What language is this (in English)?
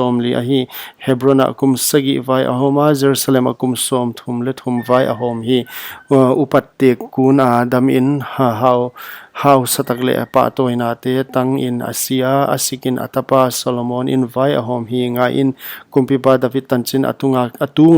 Paite Chin